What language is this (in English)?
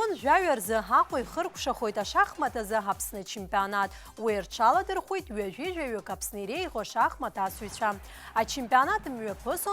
Abkhazian